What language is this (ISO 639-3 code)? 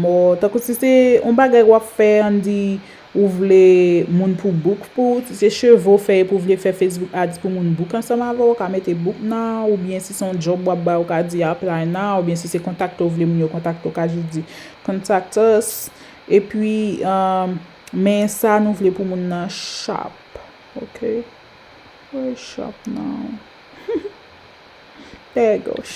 hat